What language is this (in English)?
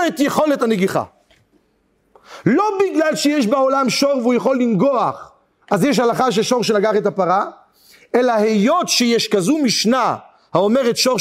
Hebrew